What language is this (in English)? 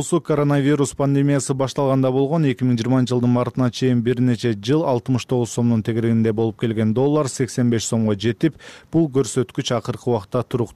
Kyrgyz